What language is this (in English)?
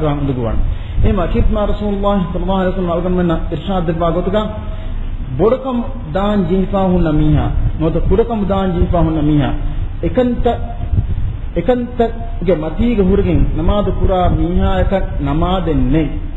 Divehi